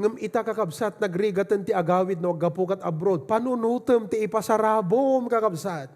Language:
Iloko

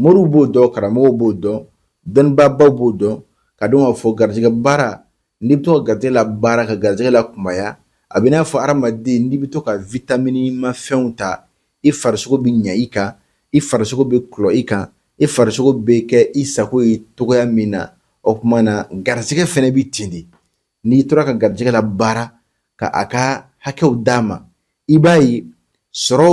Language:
Bambara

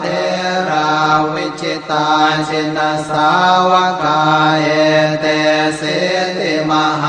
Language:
Pali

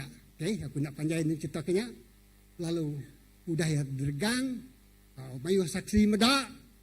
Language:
Iban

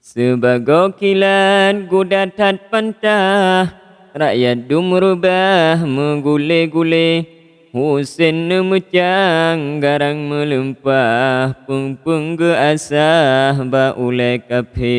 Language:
Achinese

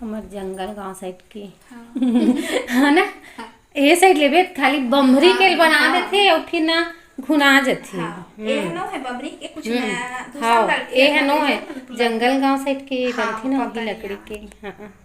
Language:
Chhattisgarhi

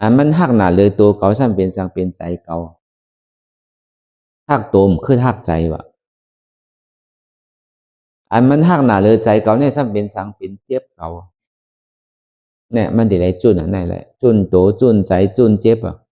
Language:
Shan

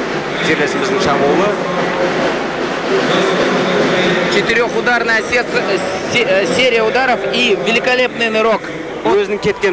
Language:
Kazakh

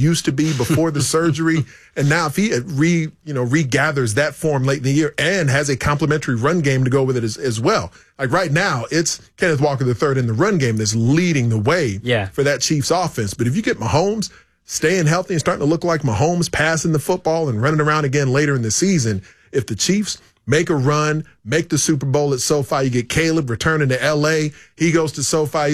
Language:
English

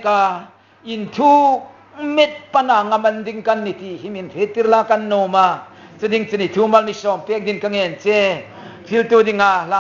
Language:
Hmar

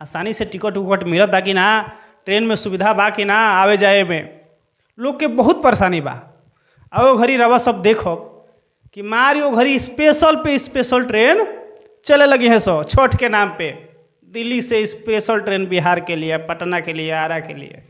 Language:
Bhojpuri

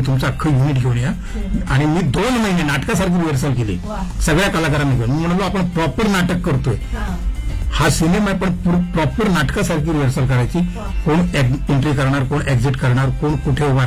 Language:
Marathi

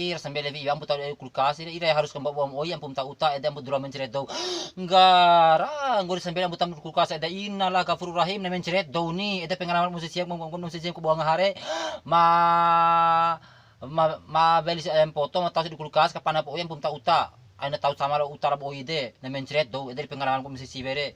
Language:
Bima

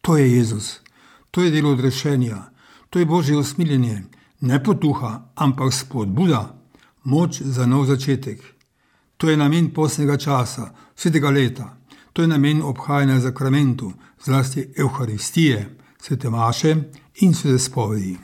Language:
Slovenian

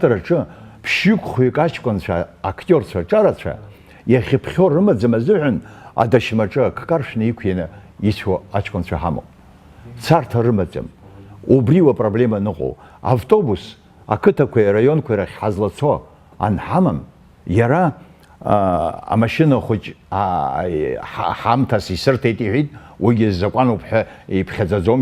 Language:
Abkhazian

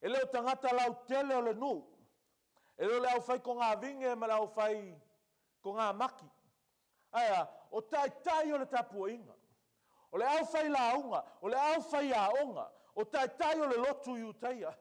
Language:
Samoan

